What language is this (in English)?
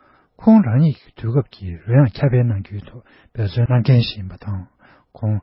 Tibetan